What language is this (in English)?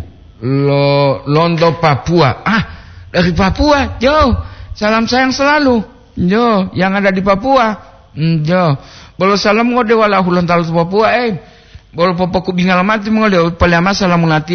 Gorontalo